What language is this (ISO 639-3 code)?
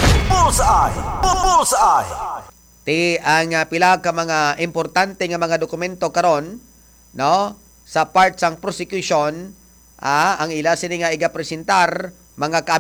hil